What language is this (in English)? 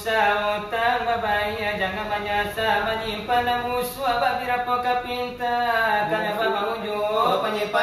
Minangkabau